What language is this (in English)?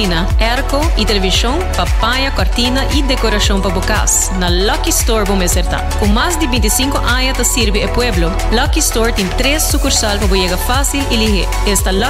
Papiamento